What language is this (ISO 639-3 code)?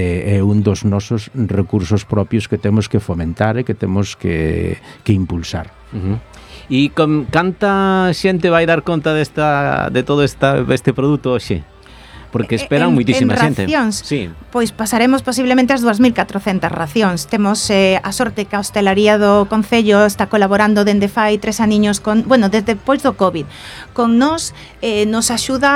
glg